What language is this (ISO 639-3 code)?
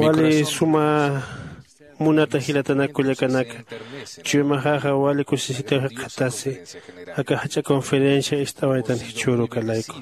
aym